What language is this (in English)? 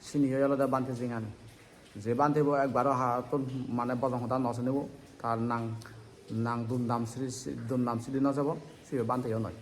Chakma